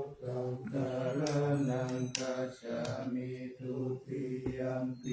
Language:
Pali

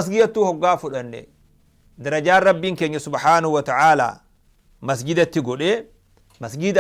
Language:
Oromo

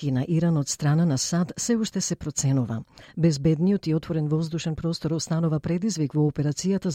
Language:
Macedonian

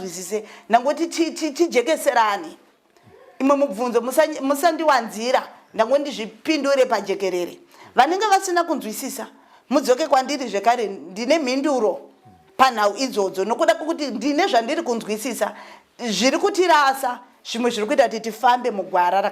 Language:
Shona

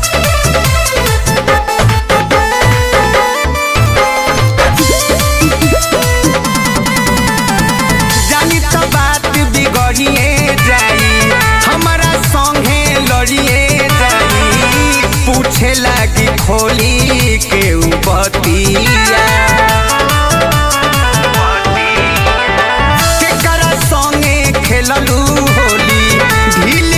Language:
Bhojpuri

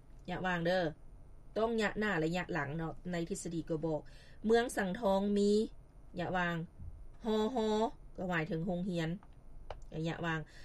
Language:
Lao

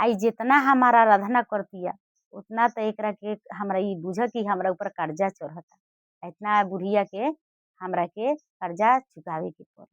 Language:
Bhojpuri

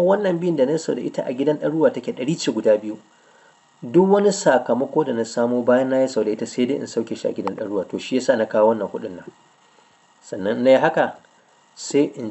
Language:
Hausa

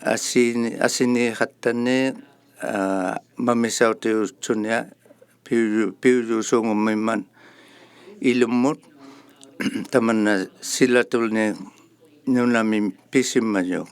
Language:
Inuktitut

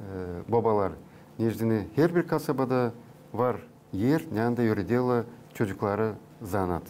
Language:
Gagauz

